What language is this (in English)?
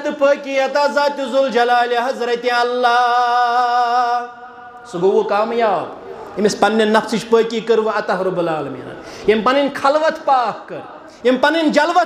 Kashmiri